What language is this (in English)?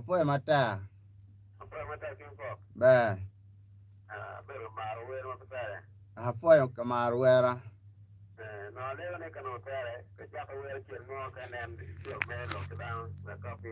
Acoli